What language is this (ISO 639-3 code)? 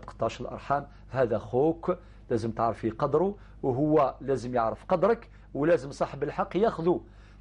arq